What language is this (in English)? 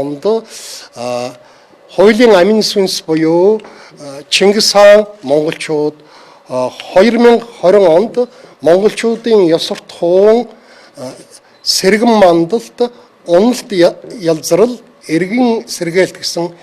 Mongolian